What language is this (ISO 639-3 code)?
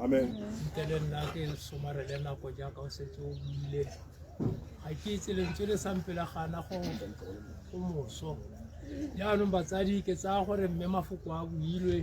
tsn